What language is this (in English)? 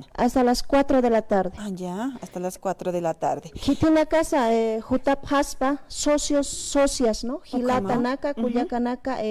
Aymara